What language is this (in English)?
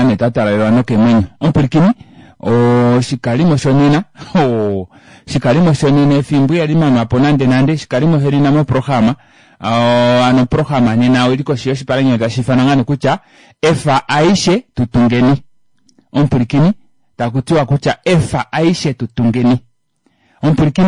Kuanyama